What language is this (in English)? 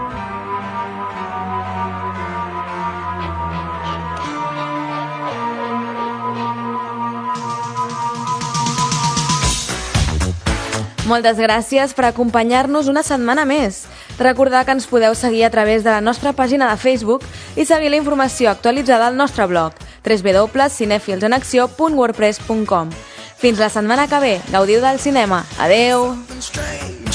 Catalan